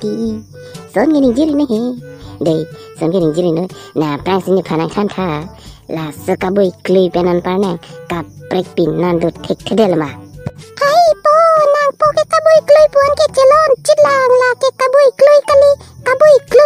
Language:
Karbi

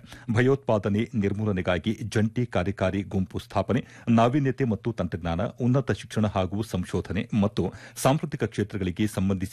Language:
Kannada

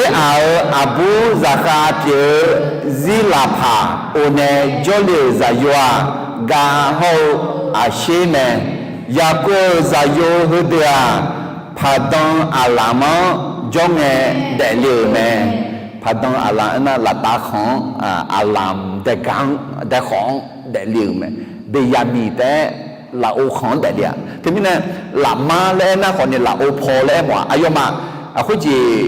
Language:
Akha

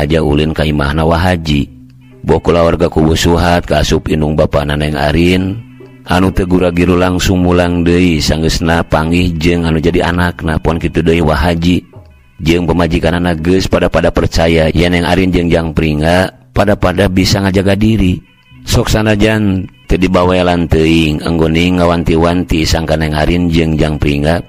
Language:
Sundanese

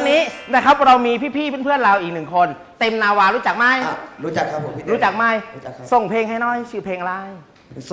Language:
Thai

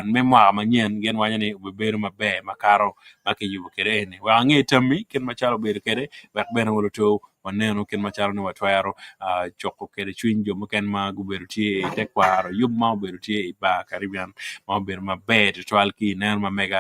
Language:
Acoli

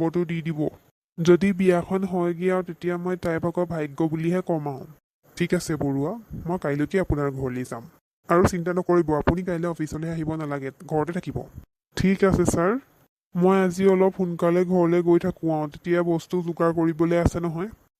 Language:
Assamese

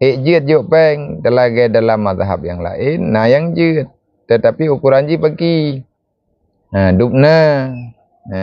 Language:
Achinese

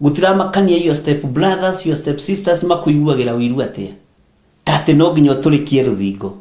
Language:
Kikuyu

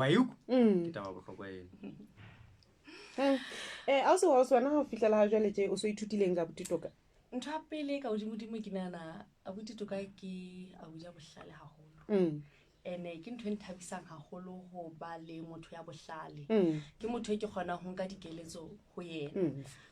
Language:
Southern Sotho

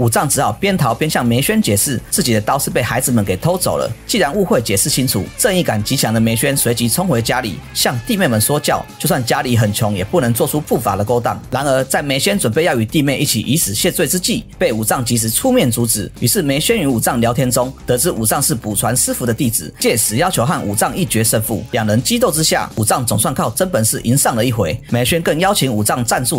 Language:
Chinese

